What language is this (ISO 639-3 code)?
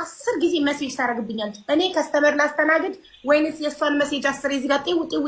amh